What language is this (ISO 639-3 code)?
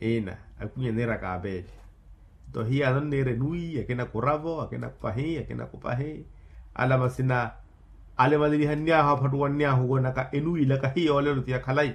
vmw